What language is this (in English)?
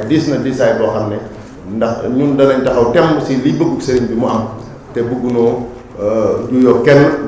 Wolof